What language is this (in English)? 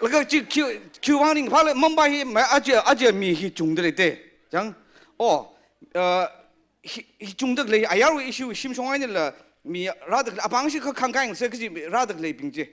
Tangkhul Naga (India)